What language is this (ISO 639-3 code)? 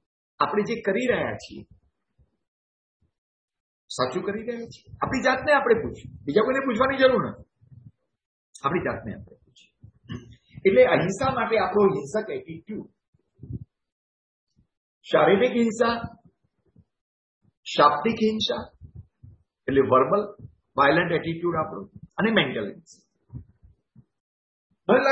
guj